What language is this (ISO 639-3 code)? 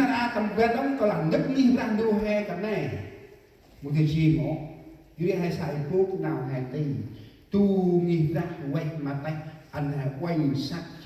cmo